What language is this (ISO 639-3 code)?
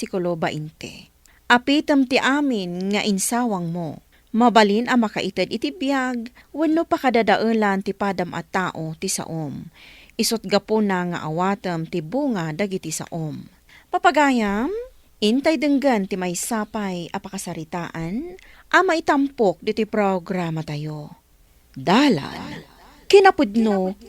ilo